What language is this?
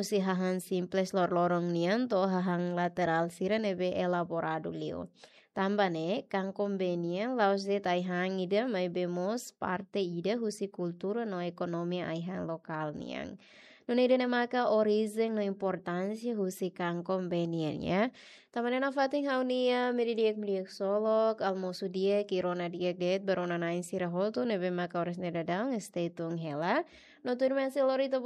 Tetum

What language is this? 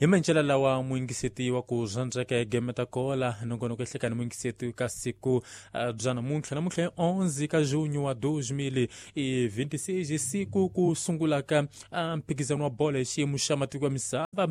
Tsonga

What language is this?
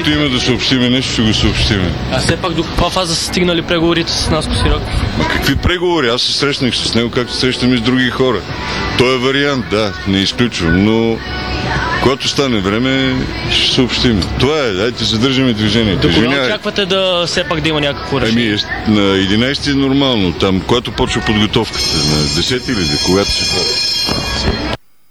Bulgarian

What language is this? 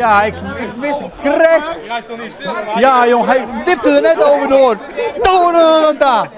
Western Frisian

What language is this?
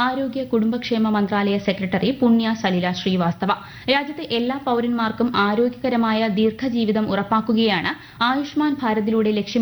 Malayalam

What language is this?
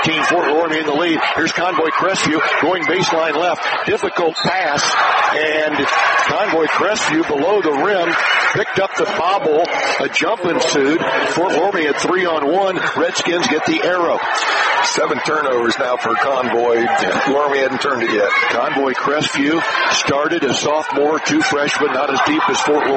English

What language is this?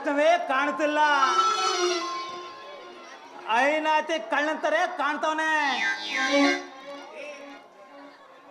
Kannada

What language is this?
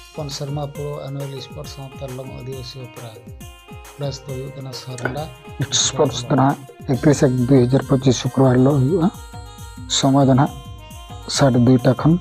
Santali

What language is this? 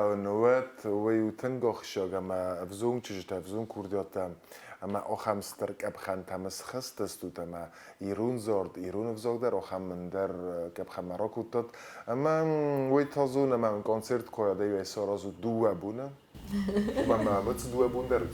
Ossetic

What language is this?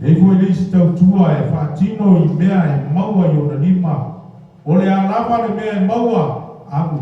Samoan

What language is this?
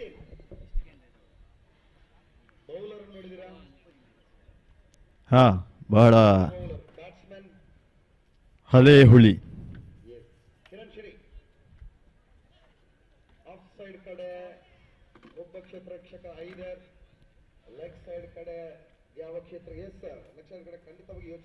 Kannada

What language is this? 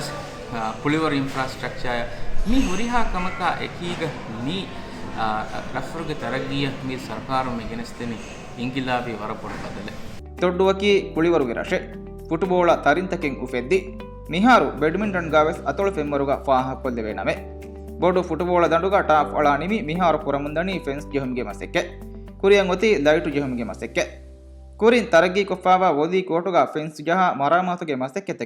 Divehi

